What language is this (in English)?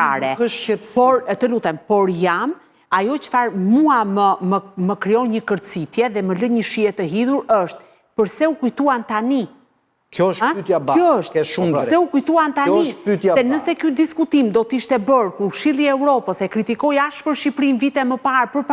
Albanian